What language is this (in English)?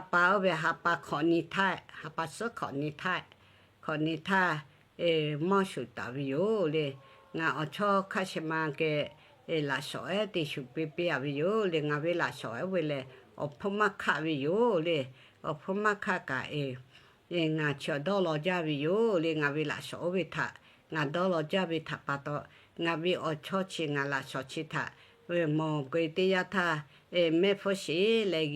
Lahu